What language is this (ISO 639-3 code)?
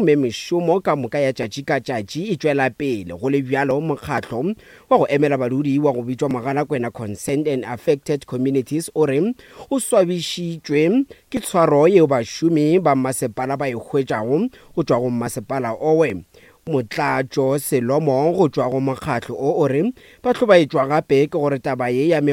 nso